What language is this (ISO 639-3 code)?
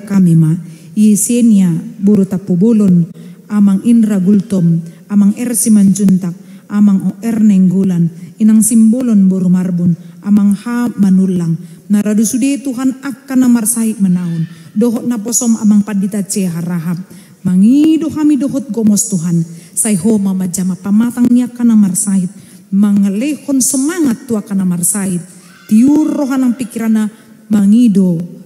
bbc